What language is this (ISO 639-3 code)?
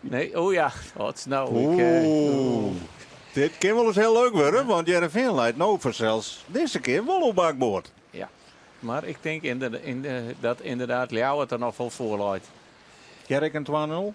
fry